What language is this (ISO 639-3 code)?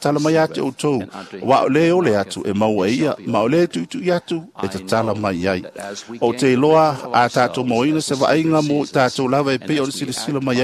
smo